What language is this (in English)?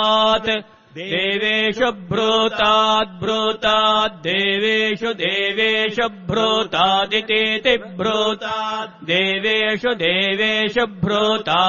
Sanskrit